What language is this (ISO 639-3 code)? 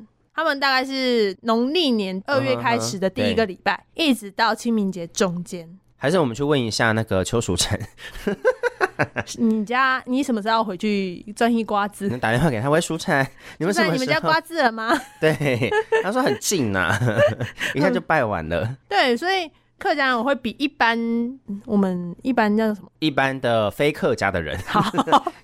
zho